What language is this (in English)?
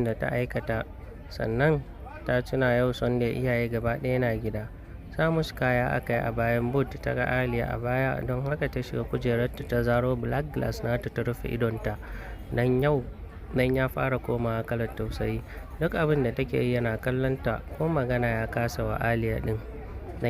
Hausa